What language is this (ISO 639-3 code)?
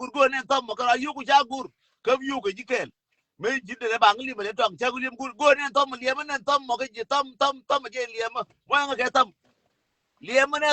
nus